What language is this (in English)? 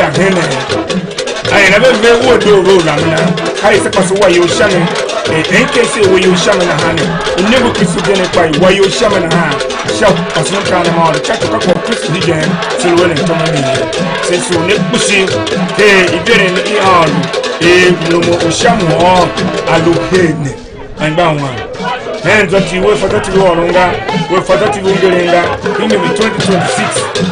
Tiv